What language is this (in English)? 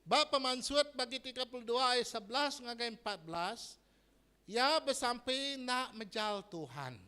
Iban